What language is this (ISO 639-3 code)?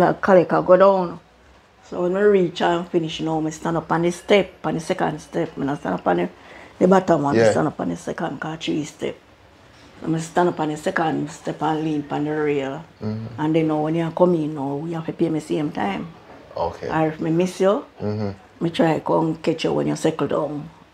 jam